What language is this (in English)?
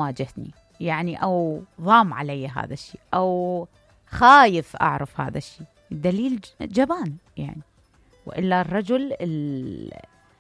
Mesopotamian Arabic